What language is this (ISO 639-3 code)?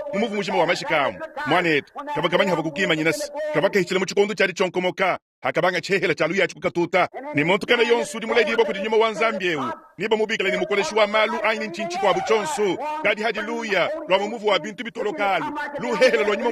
lua